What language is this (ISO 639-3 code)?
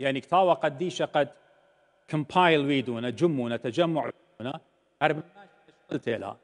aii